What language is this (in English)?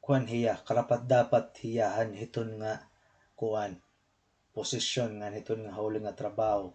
Waray